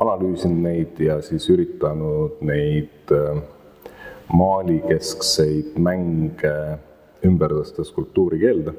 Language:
Estonian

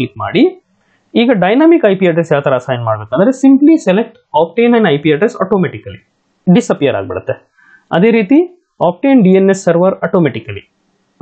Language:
Kannada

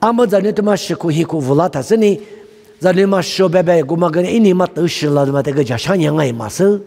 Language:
Lisu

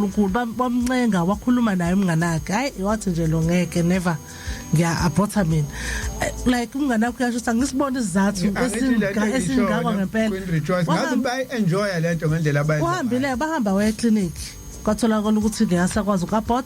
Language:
Zulu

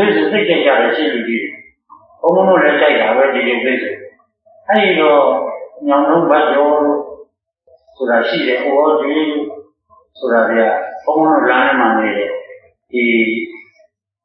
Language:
Burmese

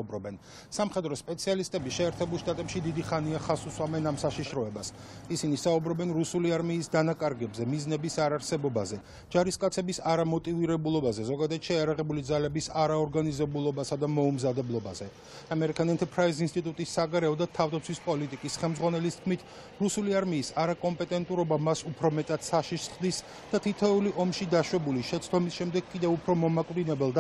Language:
Georgian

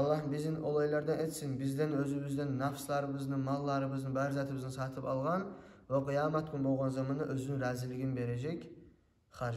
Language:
Kumyk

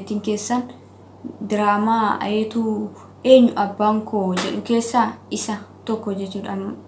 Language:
Oromo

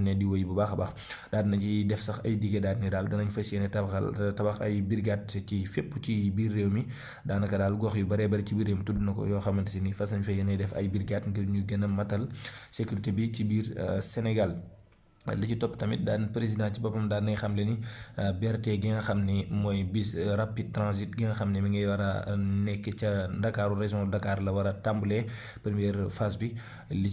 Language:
Wolof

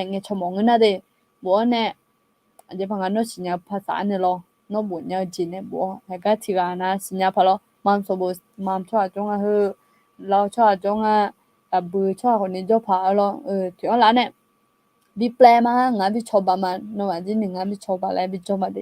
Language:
Akha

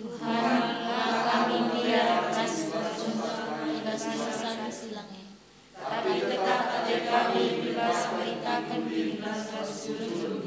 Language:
Batak Karo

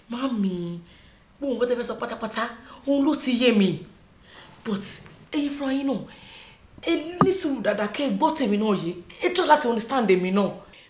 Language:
Yoruba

